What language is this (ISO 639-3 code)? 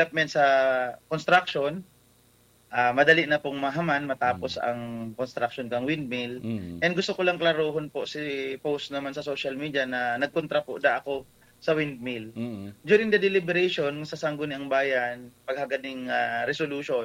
bik